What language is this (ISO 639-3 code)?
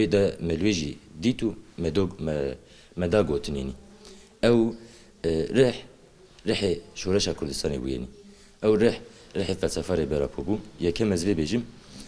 kur